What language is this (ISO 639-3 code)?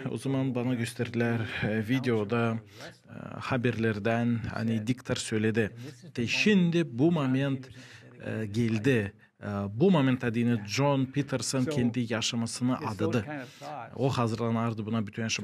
gag